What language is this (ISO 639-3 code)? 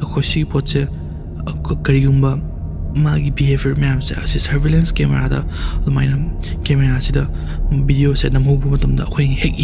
mni